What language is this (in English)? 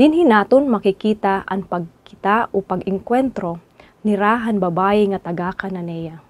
Waray